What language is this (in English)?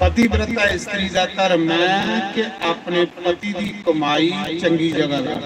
Dogri